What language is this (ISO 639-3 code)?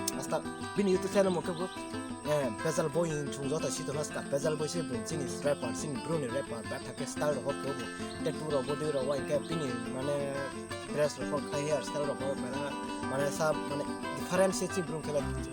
ria